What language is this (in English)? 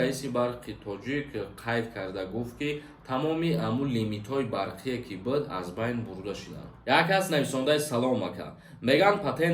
Tajik